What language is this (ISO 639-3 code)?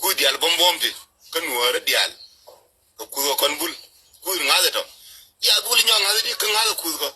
nus